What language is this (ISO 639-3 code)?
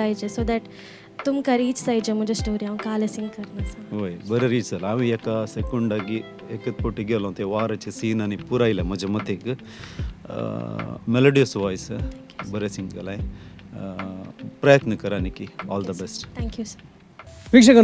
kok